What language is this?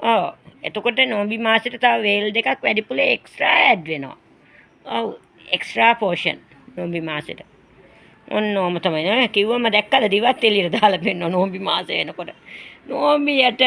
Sinhala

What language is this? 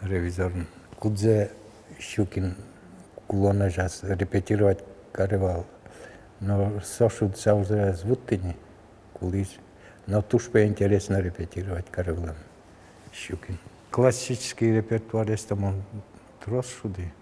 Udmurt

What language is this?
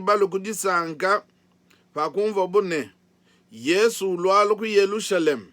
Luba-Lulua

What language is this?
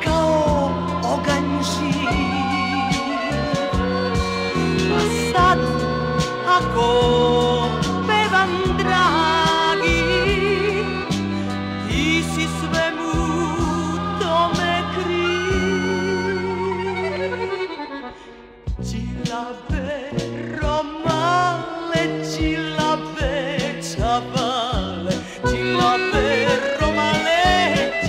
Serbian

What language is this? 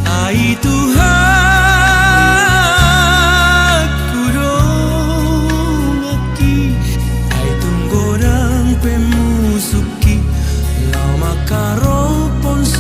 Batak Toba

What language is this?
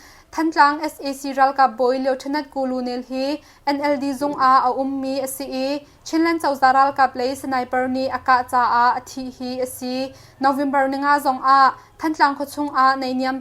Hakha Chin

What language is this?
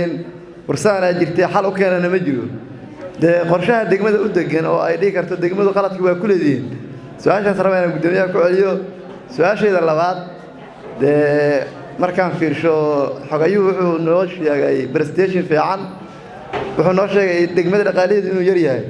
Somali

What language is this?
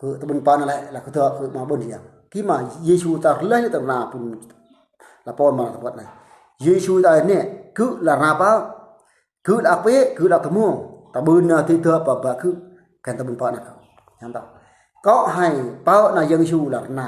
Eastern Bru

